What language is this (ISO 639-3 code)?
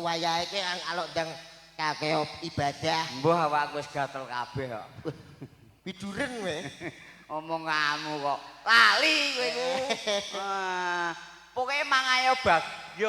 jav